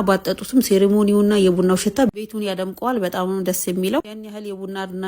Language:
Amharic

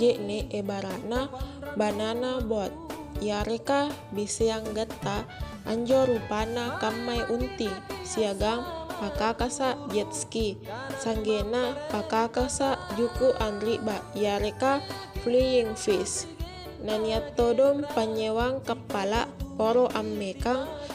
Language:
Makasar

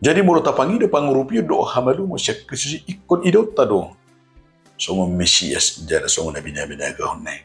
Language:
Batak Toba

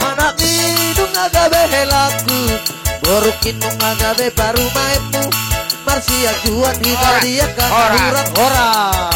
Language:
Batak Toba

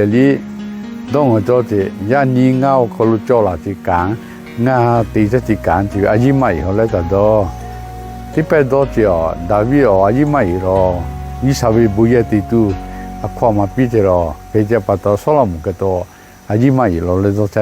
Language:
Lahu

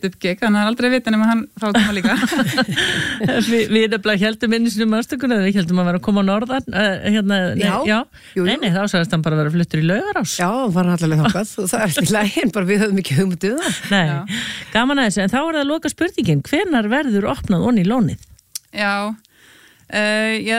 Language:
Icelandic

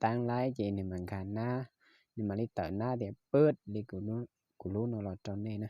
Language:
Hmong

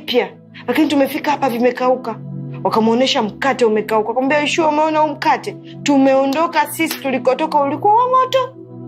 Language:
Swahili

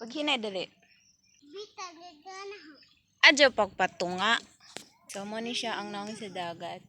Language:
Cebuano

